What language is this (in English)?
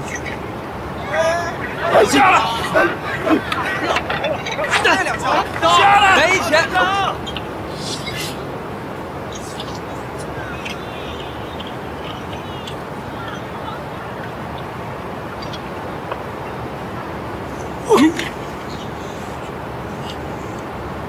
Chinese